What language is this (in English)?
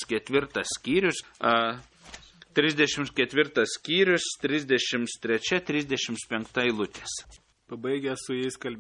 Lithuanian